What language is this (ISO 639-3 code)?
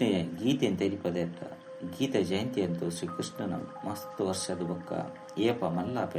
tcy